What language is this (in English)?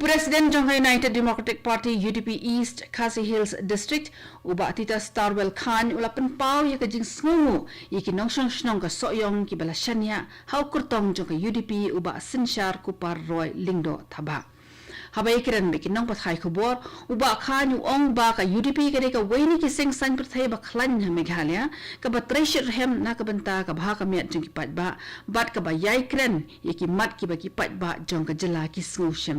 Khasi